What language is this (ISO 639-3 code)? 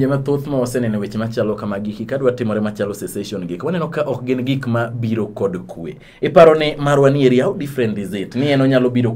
luo